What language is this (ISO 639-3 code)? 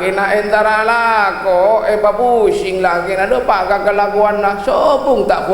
mad